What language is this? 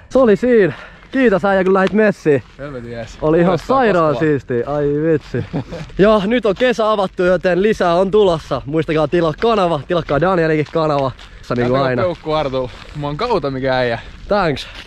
Finnish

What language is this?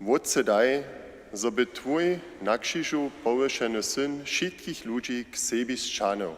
Upper Sorbian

